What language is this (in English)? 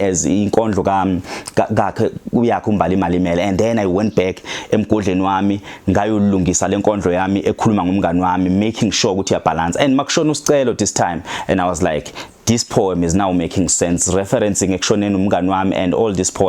Zulu